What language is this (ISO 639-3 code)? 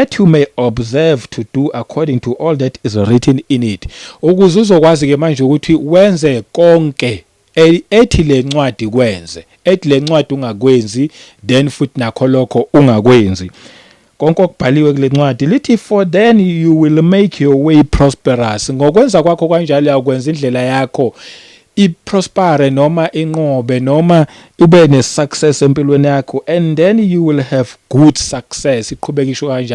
zul